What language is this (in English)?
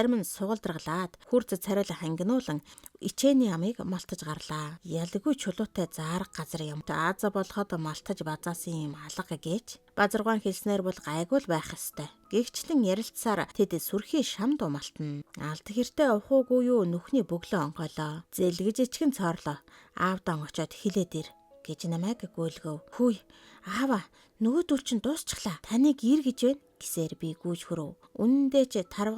Mongolian